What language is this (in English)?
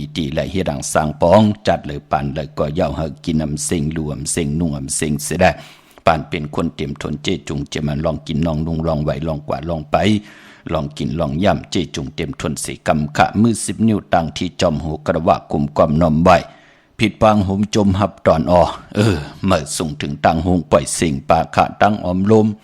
Shan